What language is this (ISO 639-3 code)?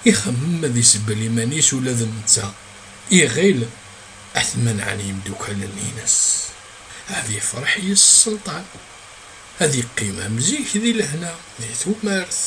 kab